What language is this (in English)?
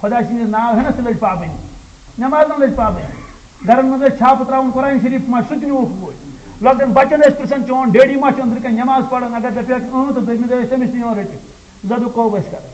Kashmiri